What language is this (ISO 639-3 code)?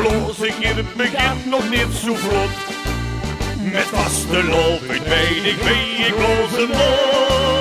lim